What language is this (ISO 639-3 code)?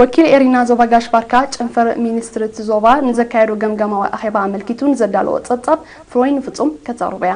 tir